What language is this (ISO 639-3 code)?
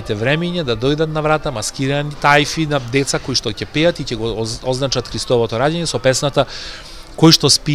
mkd